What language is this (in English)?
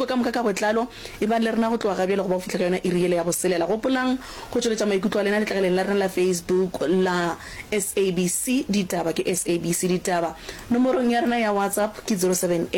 Northern Sotho